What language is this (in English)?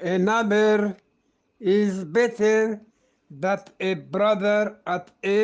Eastern Balochi